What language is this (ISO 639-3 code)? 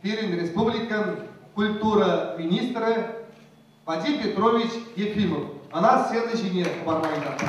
chv